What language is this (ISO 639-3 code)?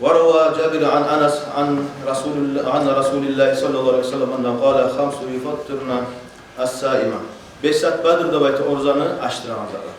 kum